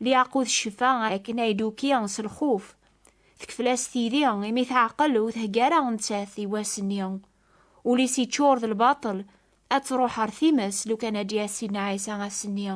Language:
Kabyle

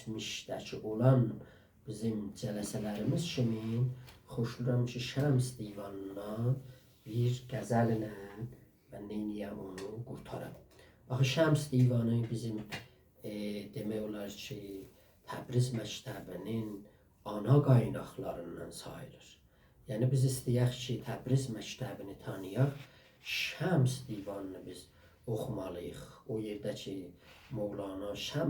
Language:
South Azerbaijani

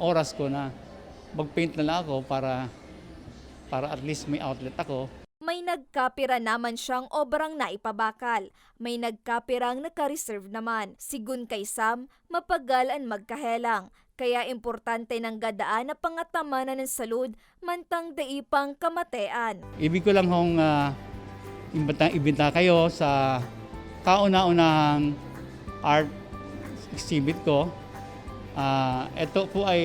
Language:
Bikol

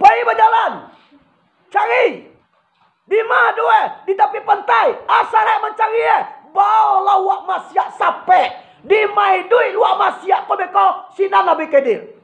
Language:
Minangkabau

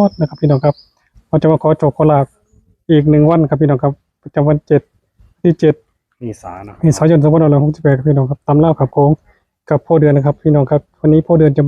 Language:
Northeastern Thai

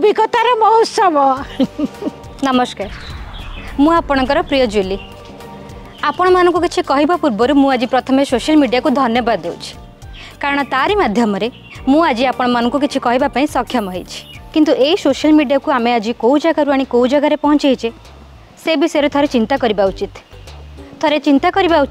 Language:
Odia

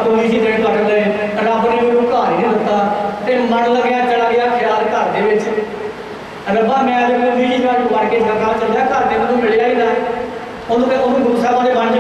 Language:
Punjabi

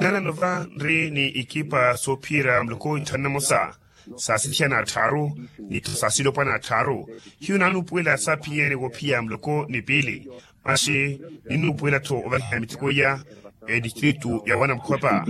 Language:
Makhuwa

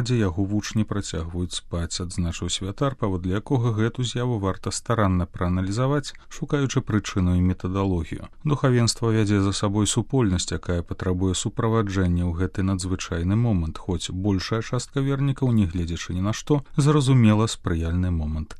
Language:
Belarusian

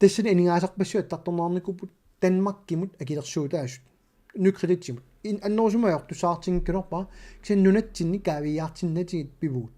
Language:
Kalaallisut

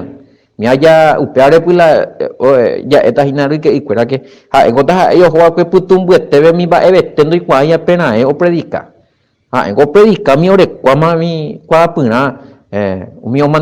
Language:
Guarani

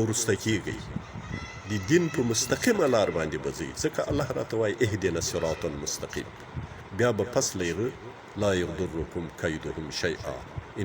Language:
Pashto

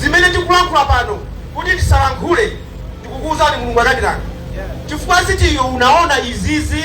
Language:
Nyanja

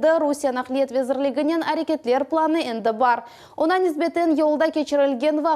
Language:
Crimean Tatar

